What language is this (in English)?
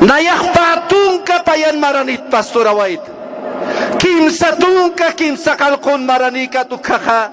Aymara